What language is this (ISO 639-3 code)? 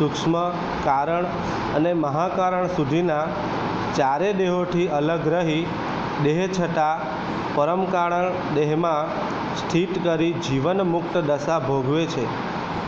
guj